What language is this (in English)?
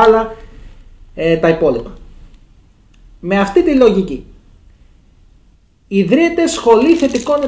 Greek